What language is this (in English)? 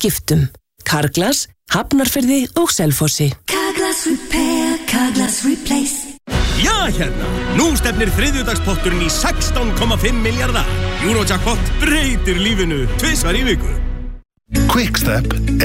Icelandic